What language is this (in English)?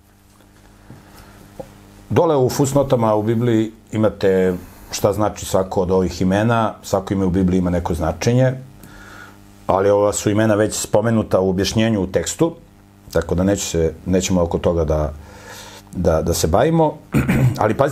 Serbian